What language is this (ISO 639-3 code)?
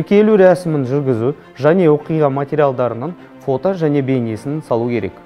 kaz